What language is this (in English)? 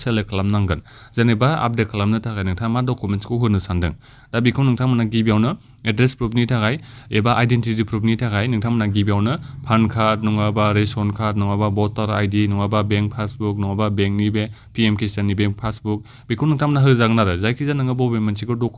Bodo